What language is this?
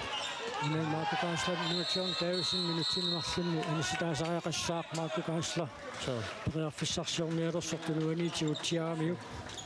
Kalaallisut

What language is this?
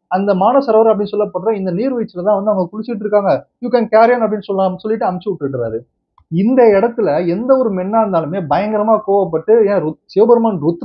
Tamil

